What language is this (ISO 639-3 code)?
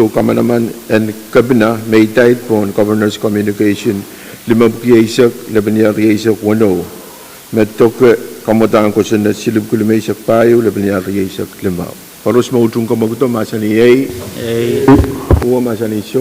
pon